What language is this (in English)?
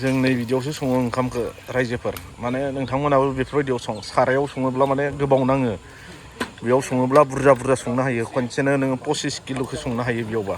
Bodo